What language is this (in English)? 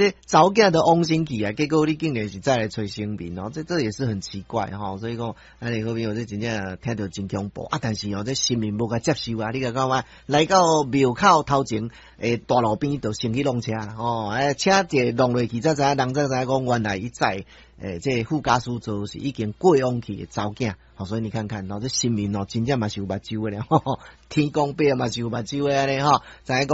Min Nan Chinese